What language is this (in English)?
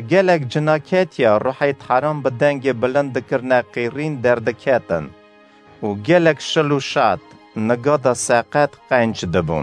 Kurdish